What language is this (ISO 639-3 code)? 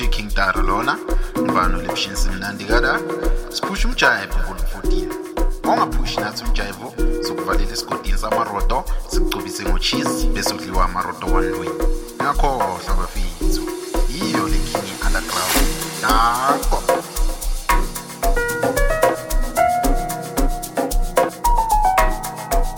zul